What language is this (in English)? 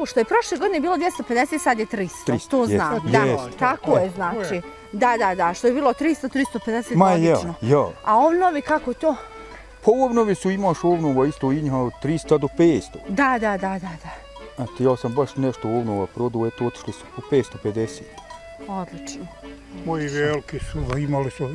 Bosnian